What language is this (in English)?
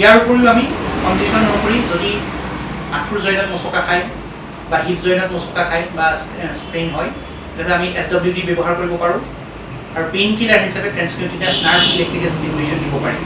Assamese